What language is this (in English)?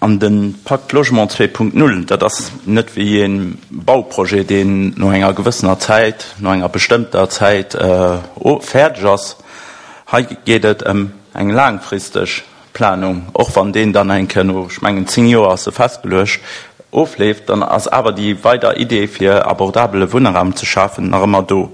Luxembourgish